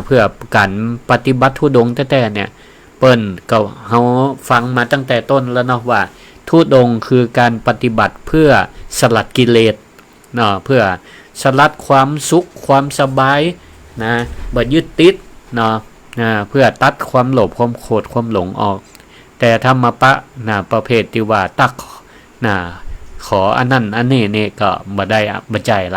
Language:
Northern Thai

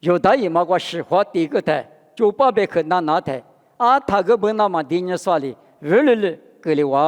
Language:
Lisu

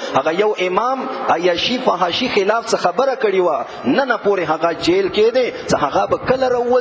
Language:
Pashto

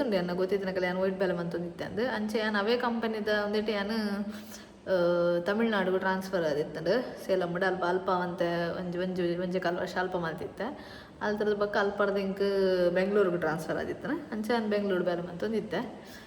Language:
Tulu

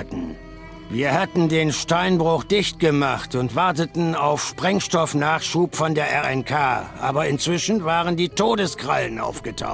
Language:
Bavarian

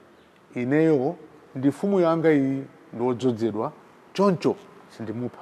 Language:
Nyanja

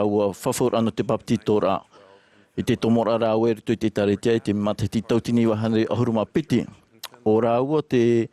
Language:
Tahitian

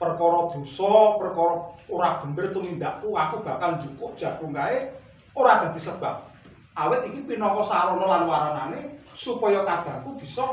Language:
Javanese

